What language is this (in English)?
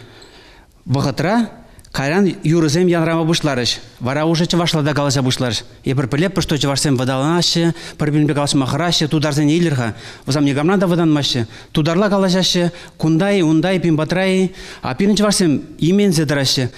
Chuvash